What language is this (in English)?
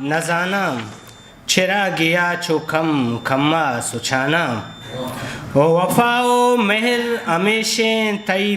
Eastern Balochi